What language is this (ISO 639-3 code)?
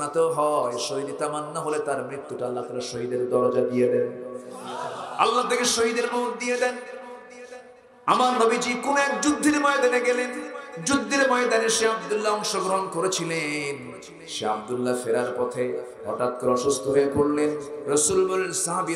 ben